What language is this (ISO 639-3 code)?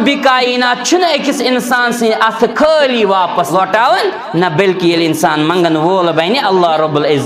kas